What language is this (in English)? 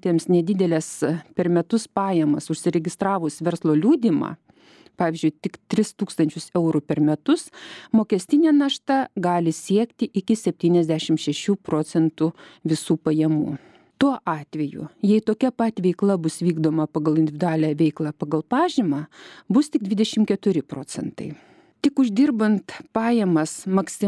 Lithuanian